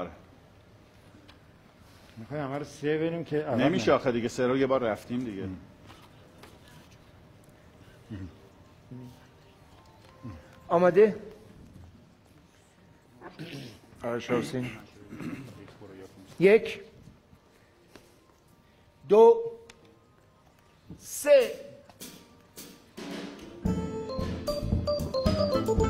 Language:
Persian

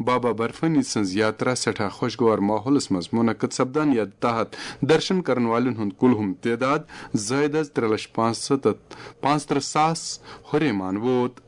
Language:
Kashmiri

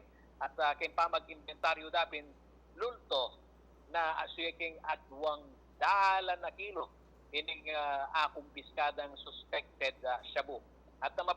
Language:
Pampanga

